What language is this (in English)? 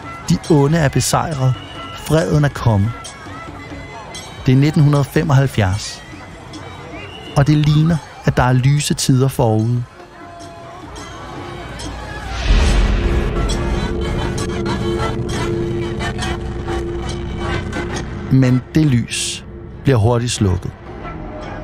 Danish